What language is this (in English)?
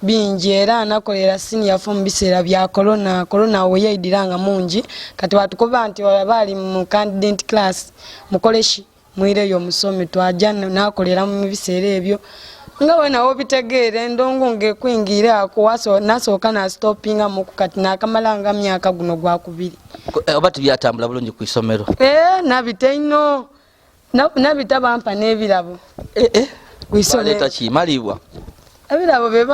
Ganda